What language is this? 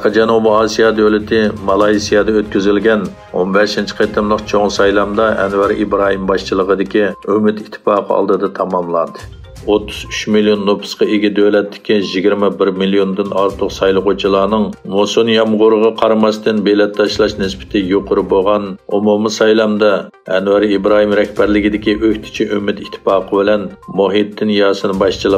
Uyghur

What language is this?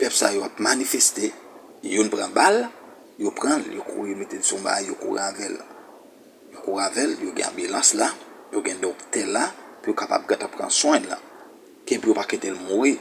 Haitian Creole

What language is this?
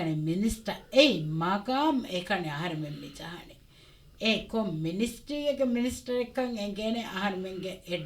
Divehi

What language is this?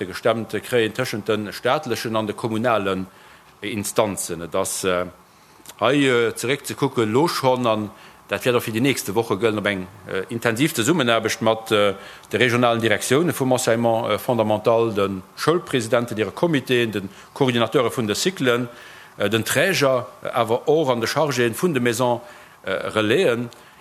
Luxembourgish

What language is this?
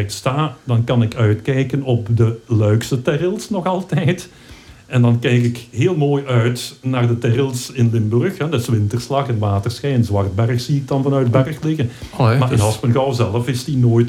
Dutch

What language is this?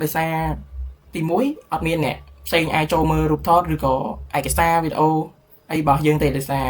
Khmer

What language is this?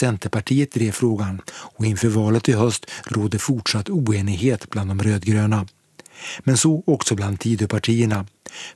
Swedish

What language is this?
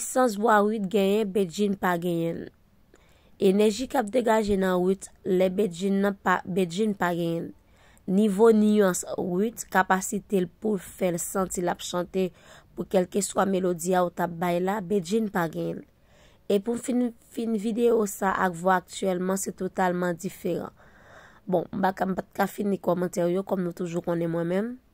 Haitian Creole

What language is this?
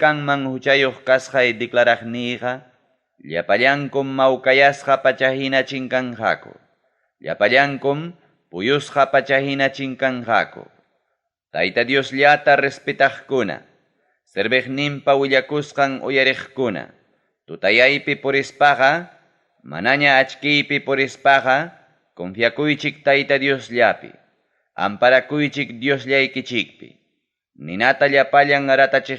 Ayacucho Quechua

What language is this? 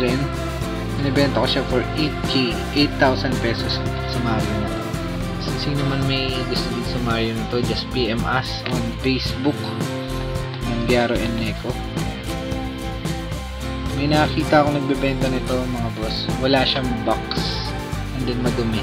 Filipino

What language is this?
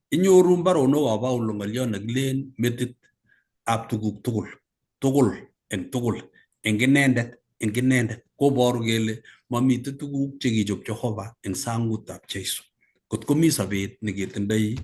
Kalenjin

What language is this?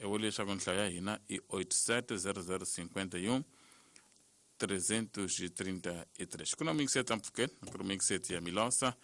Tsonga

